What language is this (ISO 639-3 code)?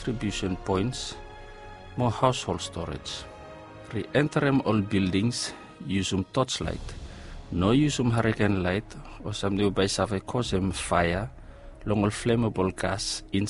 bis